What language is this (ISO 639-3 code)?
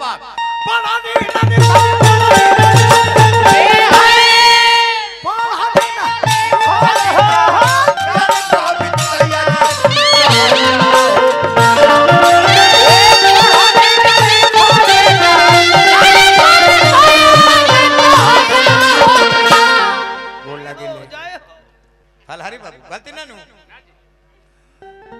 bho